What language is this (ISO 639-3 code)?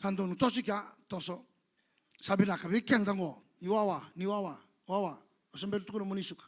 fij